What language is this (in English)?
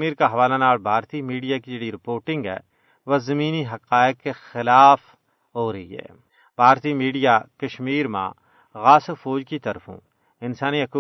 Gujari